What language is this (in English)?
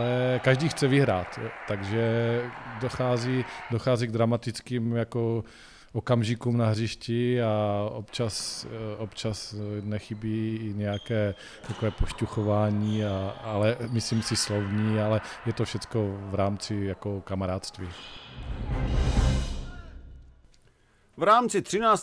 Czech